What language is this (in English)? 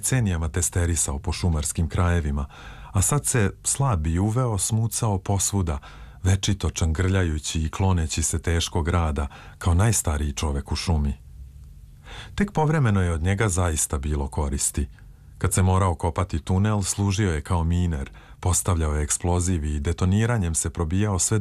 Serbian